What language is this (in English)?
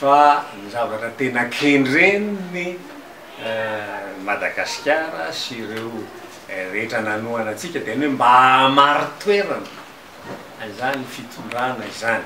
Malagasy